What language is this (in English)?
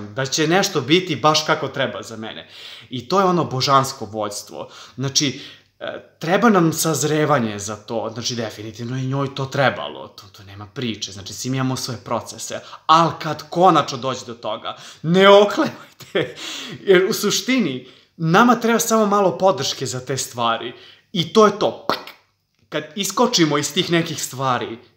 Serbian